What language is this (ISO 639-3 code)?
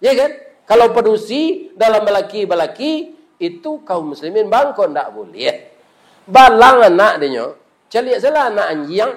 min